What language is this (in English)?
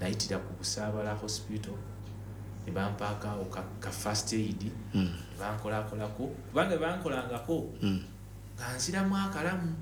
Ganda